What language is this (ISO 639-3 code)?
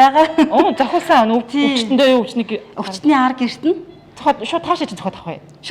mon